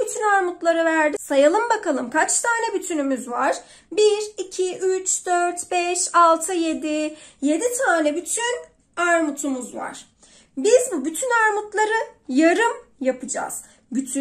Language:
Turkish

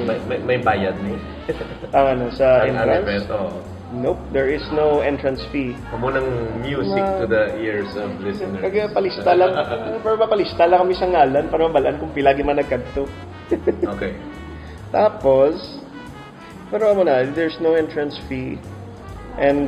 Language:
Hiligaynon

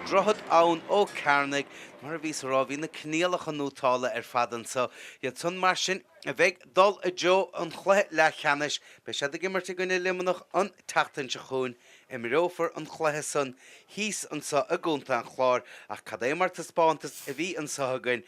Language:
Irish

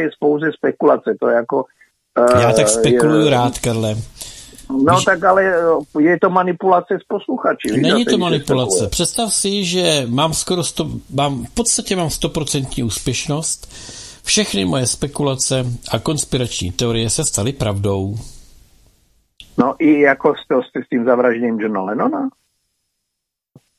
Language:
Czech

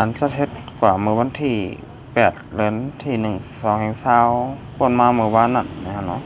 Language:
Shan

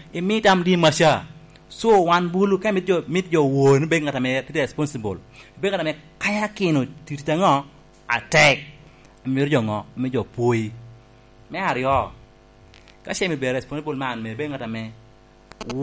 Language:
Lango (Uganda)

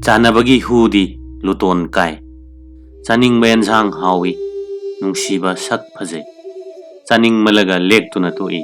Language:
Manipuri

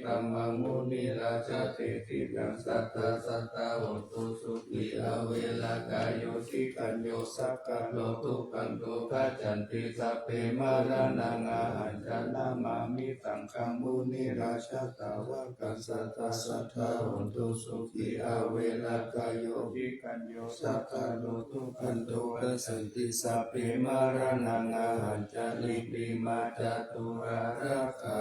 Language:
Pali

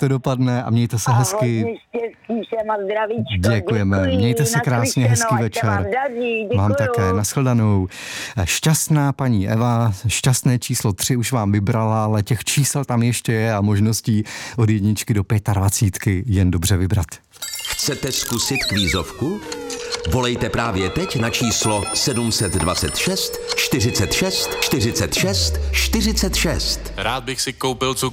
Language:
Czech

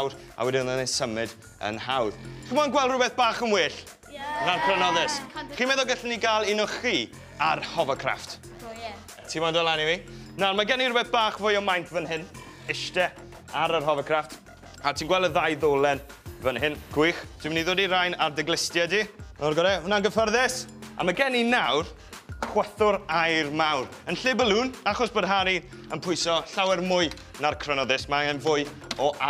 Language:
Welsh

